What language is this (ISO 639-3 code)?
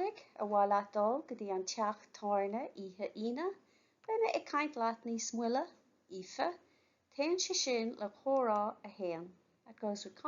gle